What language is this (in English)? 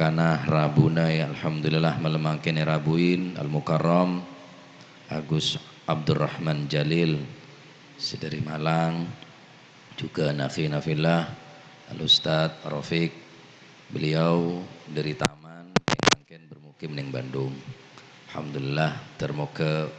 Madurese